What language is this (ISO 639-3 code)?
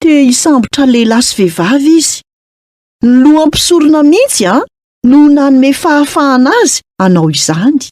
mlg